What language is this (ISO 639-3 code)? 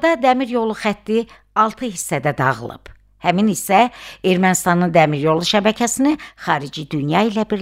aze